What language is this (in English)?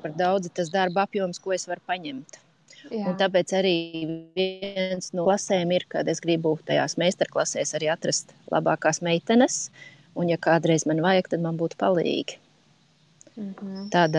Latvian